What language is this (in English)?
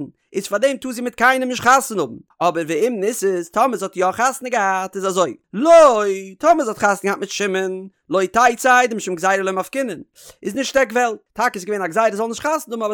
Yiddish